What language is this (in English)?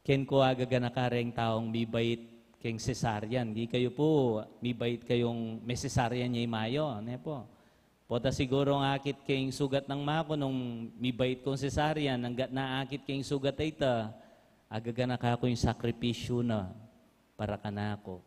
Pampanga